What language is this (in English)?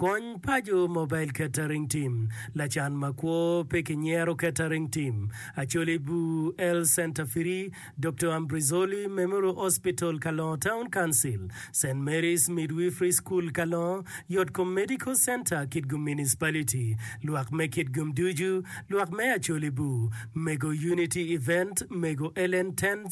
Acoli